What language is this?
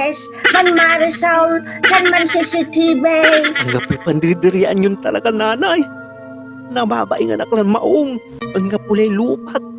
Pangasinan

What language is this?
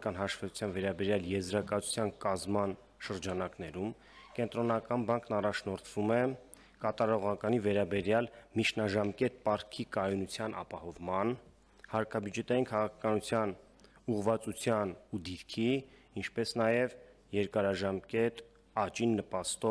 Armenian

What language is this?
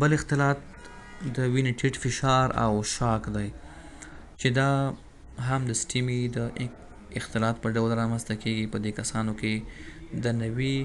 Pashto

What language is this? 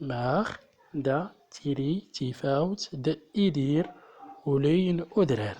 Central Atlas Tamazight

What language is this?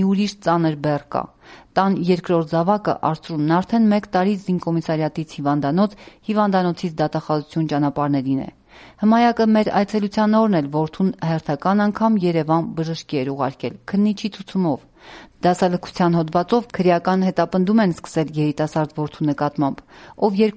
Armenian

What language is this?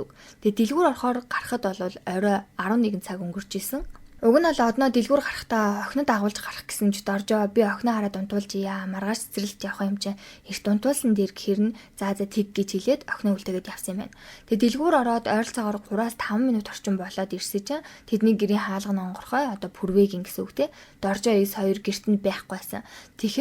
Mongolian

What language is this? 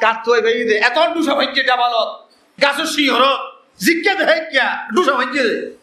Rohingya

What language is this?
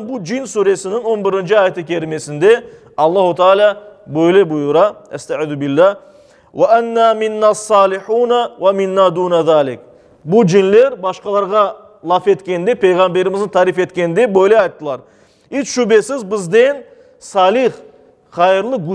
Crimean Tatar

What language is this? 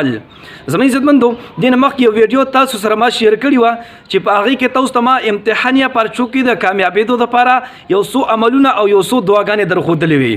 Pashto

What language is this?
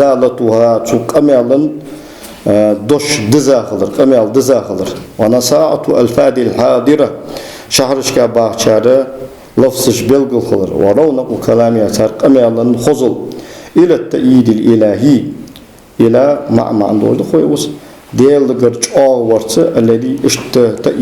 Ingush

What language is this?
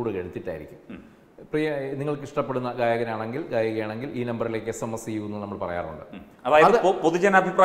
Malayalam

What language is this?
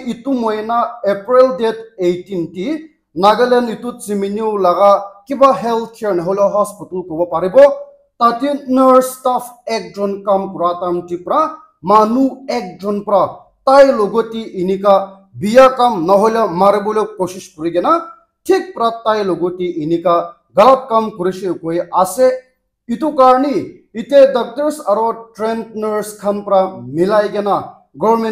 Naga Pidgin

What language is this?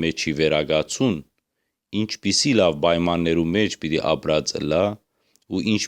Western Armenian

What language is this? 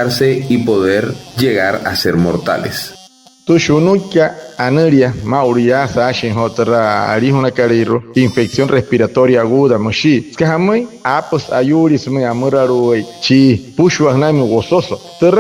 Wayuu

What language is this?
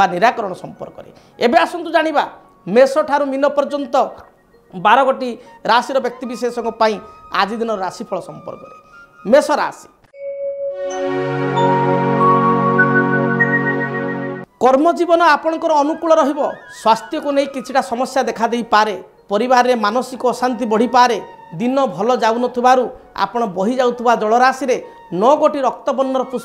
Odia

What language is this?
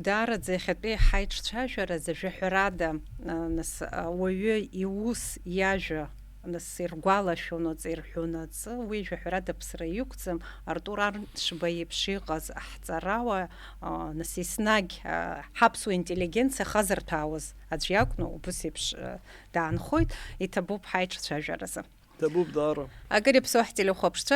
Abkhazian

